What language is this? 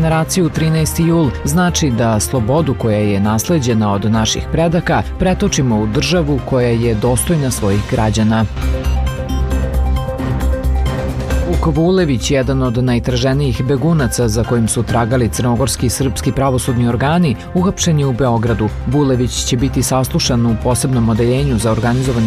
Serbian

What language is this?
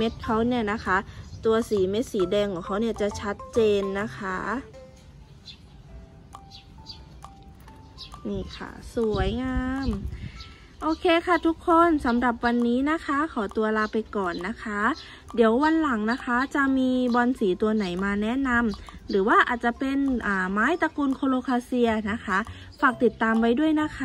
Thai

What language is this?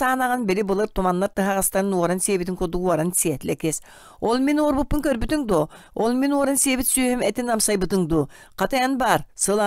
Yakut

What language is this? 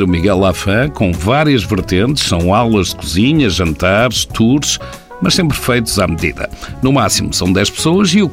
Portuguese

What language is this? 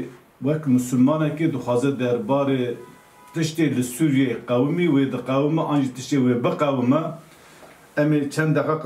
Kurdish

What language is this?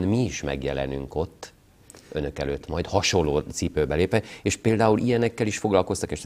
Hungarian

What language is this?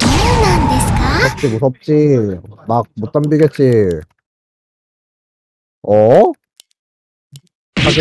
Japanese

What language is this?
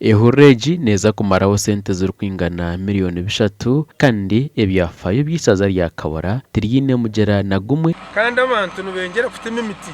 Nyankole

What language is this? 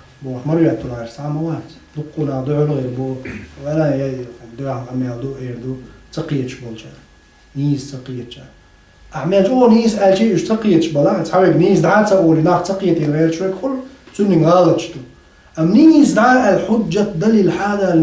Chechen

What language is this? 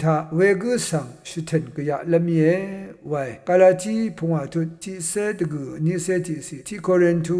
Rawang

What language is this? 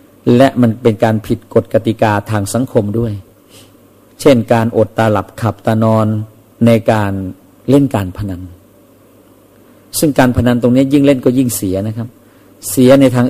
Thai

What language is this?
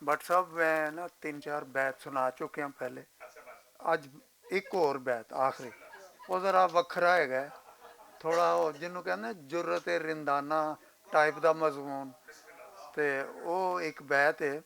Western Panjabi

